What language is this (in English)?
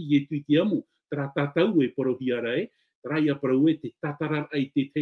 Tahitian